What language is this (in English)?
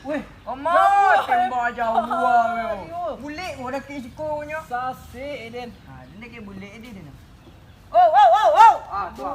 Minangkabau